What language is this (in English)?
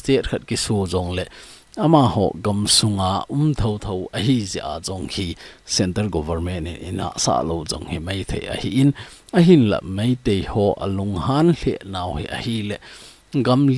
Thado Chin